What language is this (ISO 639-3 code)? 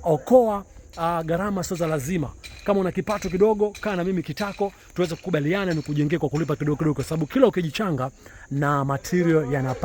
swa